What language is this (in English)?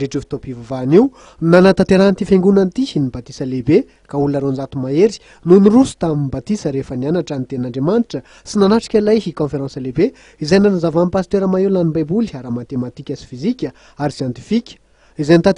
Malagasy